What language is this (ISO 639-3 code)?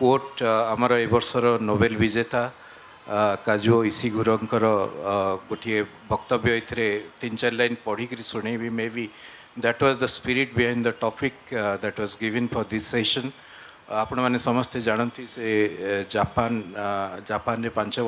ori